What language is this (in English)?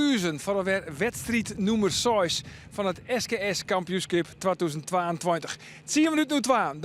Western Frisian